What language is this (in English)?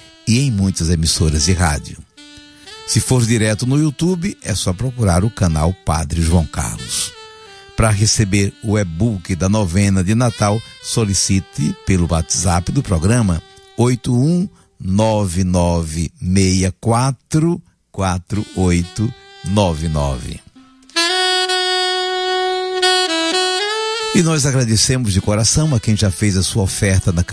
Portuguese